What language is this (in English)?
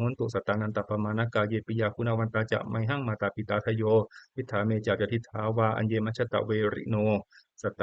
Pali